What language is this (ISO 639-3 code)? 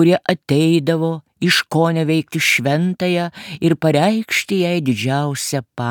lit